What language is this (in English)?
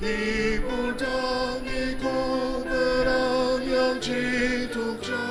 Ao Naga